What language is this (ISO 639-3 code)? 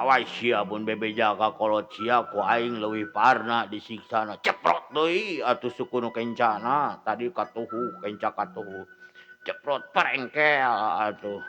sun